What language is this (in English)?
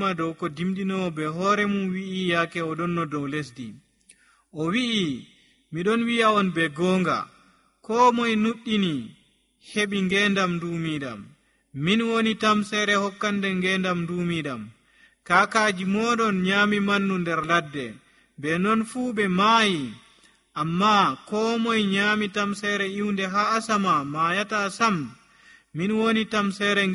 Nigerian Fulfulde